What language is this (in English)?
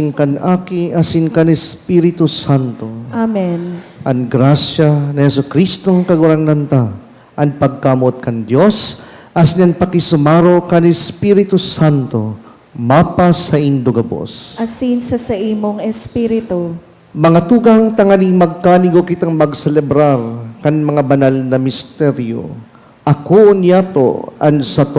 Bikol